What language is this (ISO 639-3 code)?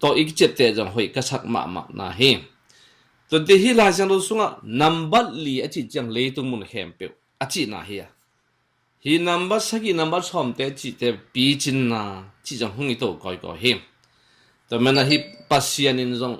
ctd